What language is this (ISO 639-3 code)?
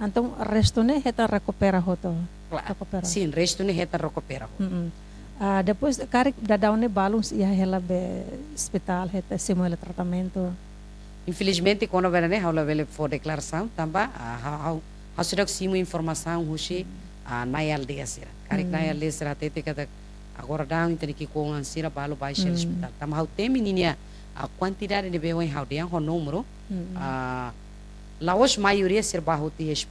tet